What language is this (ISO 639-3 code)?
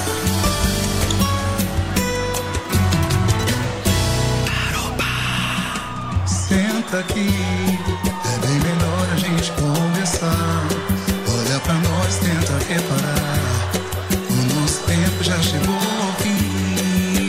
por